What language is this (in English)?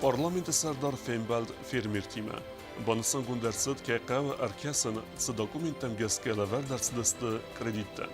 Ossetic